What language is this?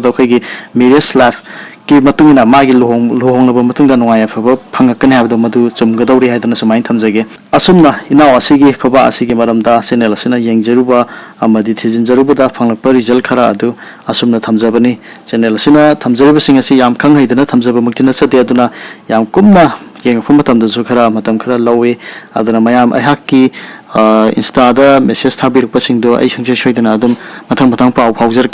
Manipuri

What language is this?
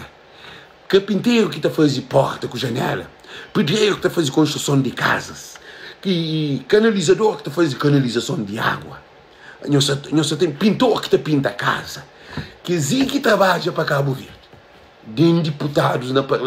Kabuverdianu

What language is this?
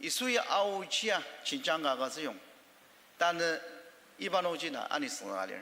Ao Naga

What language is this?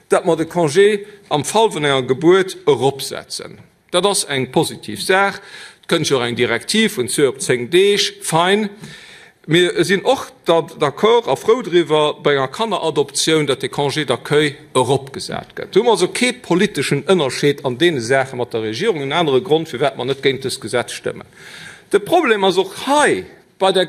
Luxembourgish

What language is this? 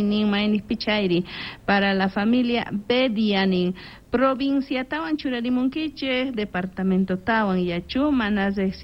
South Bolivian Quechua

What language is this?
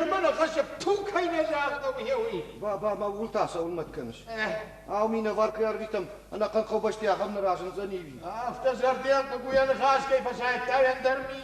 Ossetic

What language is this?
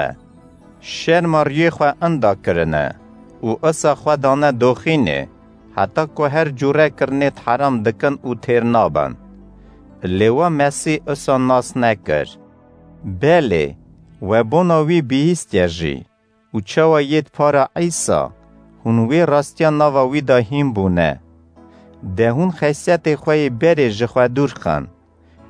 Kurdish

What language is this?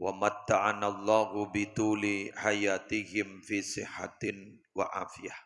Madurese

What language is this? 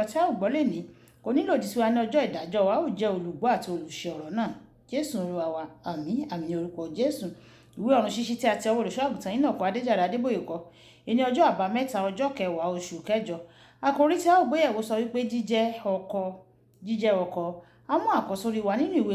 Yoruba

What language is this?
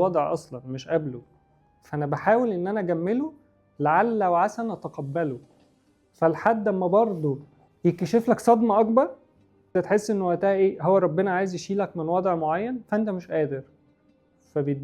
Egyptian Arabic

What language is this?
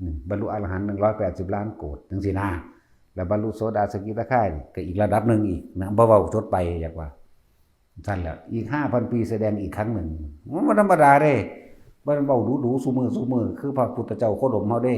Northeastern Thai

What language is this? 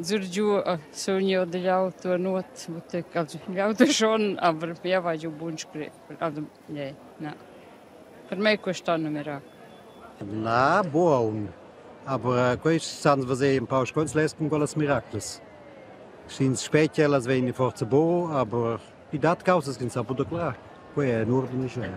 Romansh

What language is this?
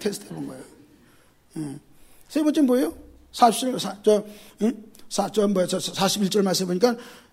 Korean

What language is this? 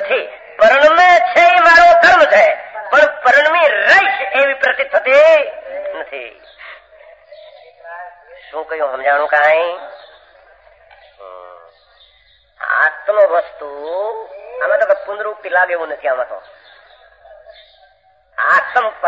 Gujarati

